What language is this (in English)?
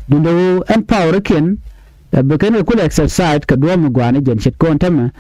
Nuer